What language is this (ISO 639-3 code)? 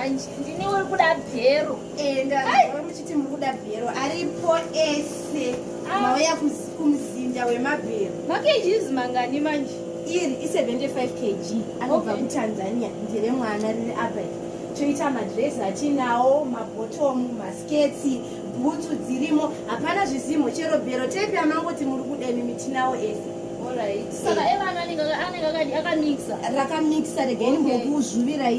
sna